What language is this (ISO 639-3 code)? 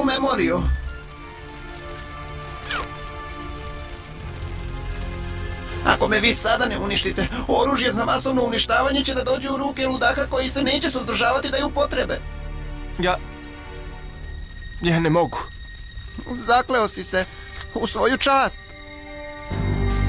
srp